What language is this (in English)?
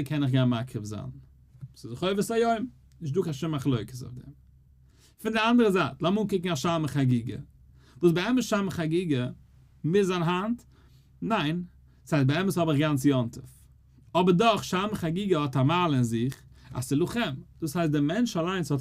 Yiddish